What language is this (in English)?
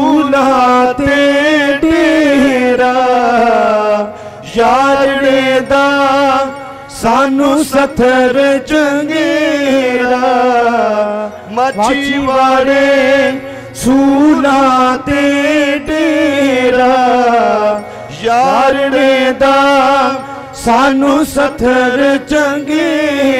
Punjabi